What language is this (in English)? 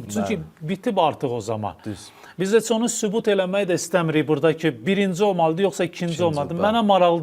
Azerbaijani